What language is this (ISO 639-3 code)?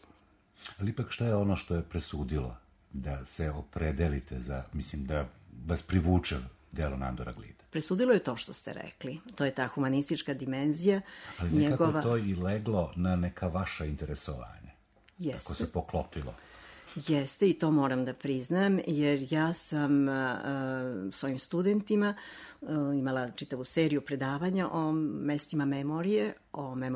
srp